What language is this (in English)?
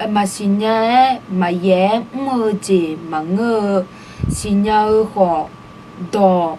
Akha